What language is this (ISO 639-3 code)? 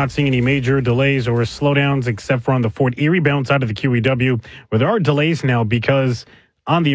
eng